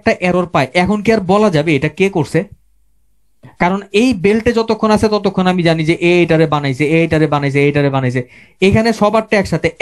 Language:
Bangla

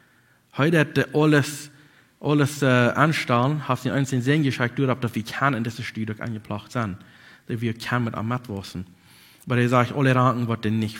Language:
Plautdietsch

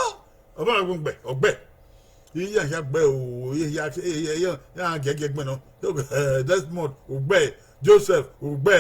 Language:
Bini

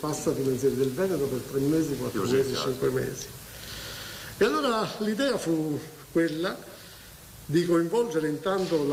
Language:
Italian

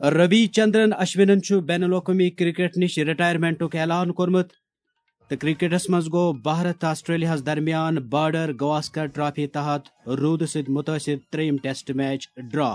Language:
Kashmiri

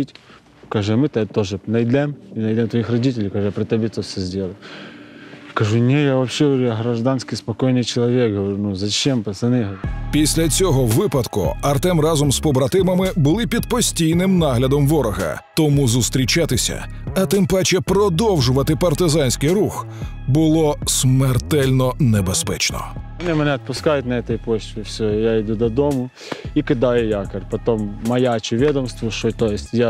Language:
Ukrainian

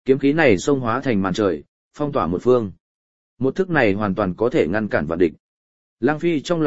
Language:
Vietnamese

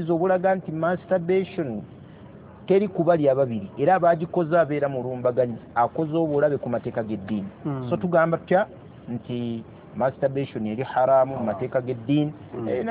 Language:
Ganda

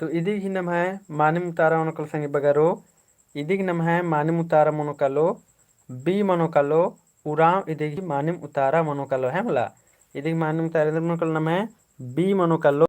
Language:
Kurukh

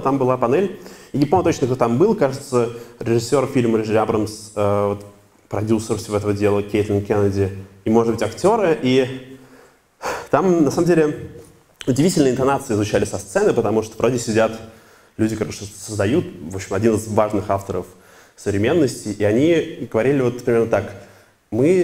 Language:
Russian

